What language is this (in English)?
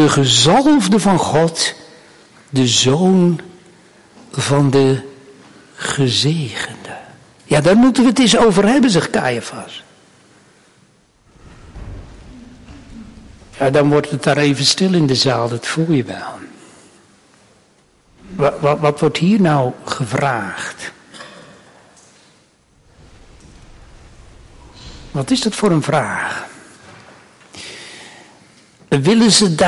Dutch